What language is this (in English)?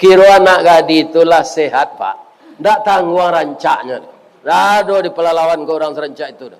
Minangkabau